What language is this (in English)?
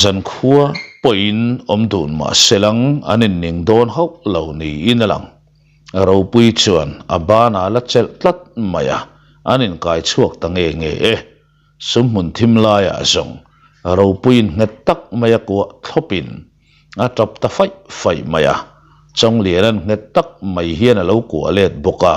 Mizo